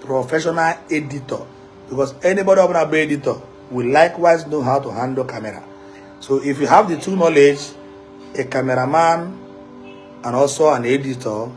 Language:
Igbo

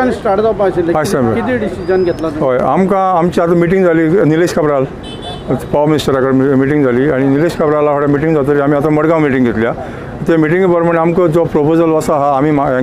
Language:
Konkani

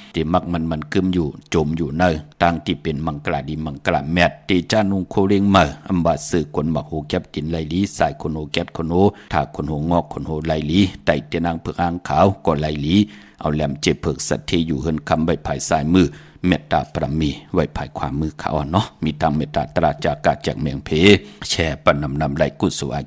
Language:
Shan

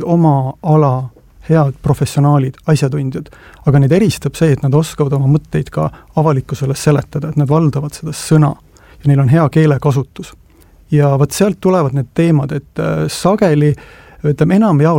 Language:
Estonian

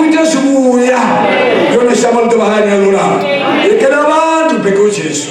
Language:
Venda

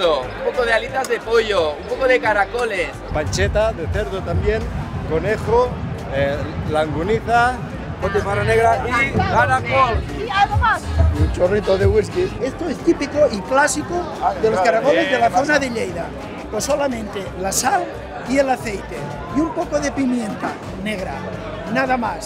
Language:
Spanish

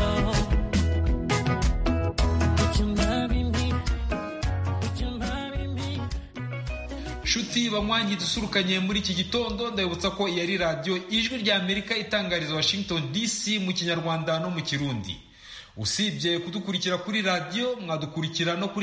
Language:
Kinyarwanda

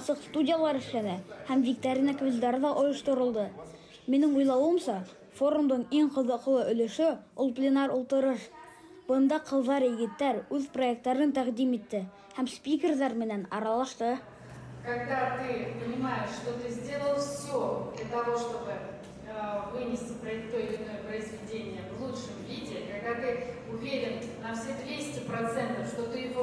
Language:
Bashkir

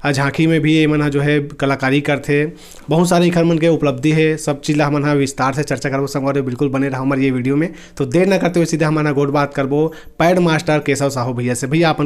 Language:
Chhattisgarhi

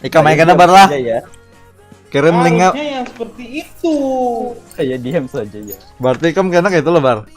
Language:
Banjar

